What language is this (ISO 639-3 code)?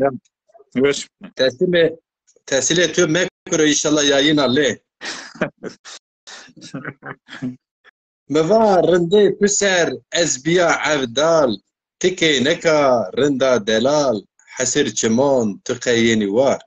zza